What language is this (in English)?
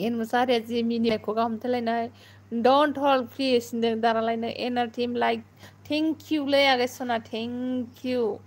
Bodo